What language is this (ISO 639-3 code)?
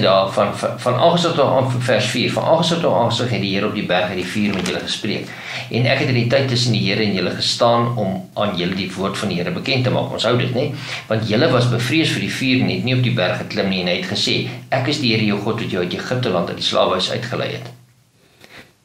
afr